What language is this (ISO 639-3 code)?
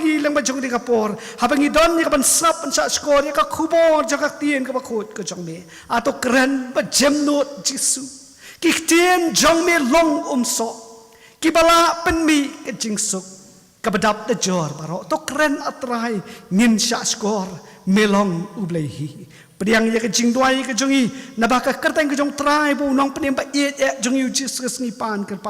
kha